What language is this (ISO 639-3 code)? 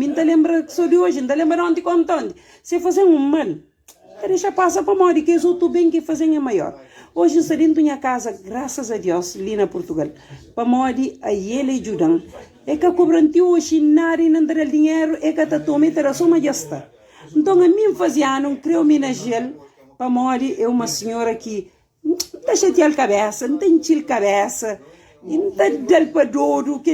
kea